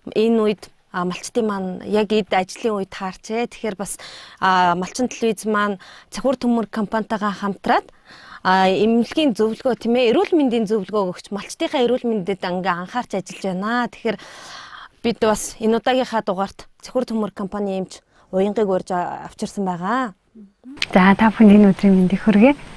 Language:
Mongolian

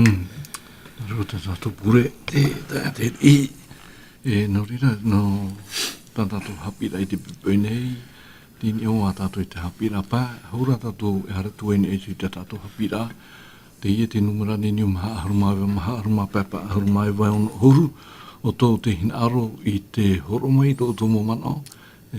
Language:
Tahitian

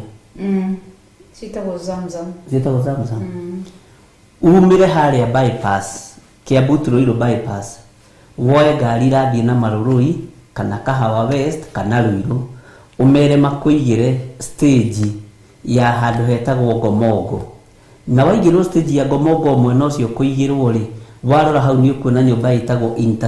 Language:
Kikuyu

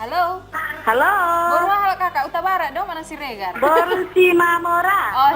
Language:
Batak Toba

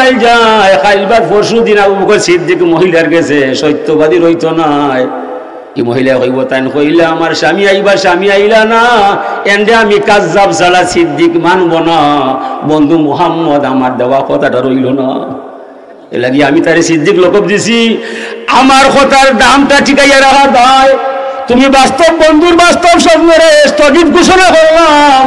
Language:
Sylheti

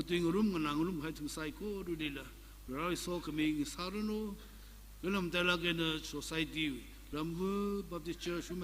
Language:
Tangkhul Naga (India)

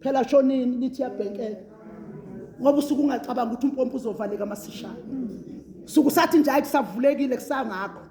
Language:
Zulu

